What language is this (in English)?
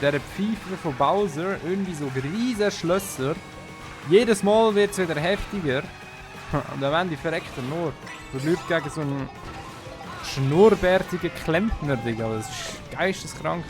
Swiss German